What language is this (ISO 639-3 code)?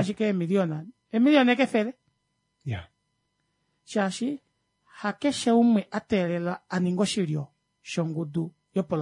kua